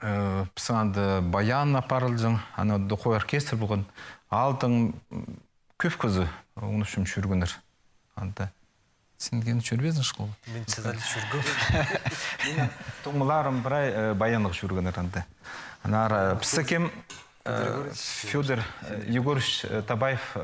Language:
Khakas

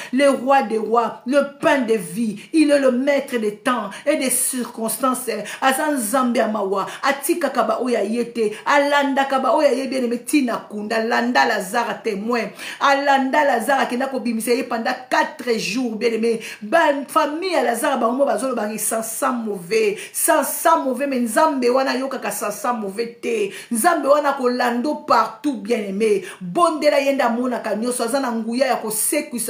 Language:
Lingala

